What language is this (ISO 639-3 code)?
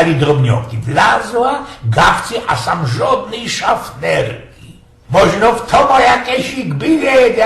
szl